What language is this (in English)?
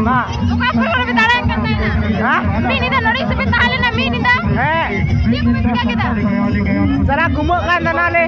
Santali